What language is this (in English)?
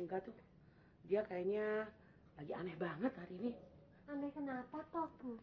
Betawi